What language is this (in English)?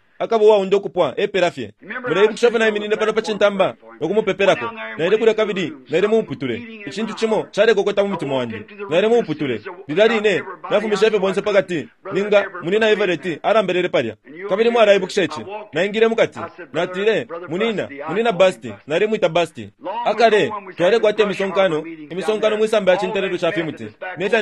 Bemba